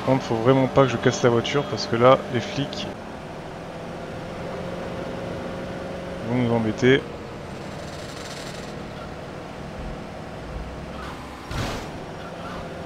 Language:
French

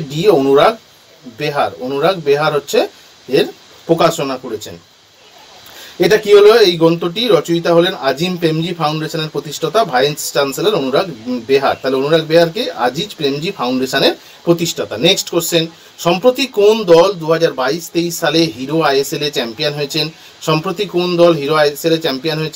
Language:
Bangla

